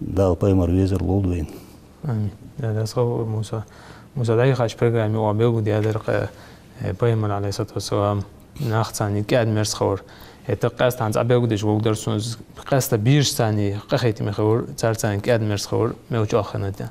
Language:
Ingush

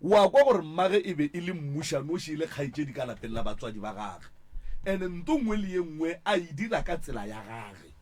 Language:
Northern Sotho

